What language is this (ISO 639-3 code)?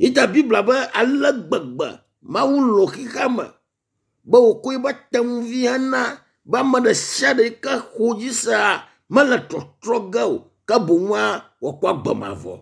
ewe